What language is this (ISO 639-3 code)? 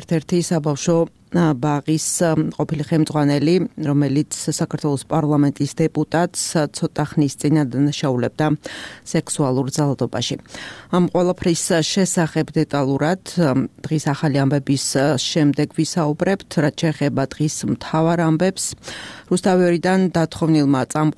kat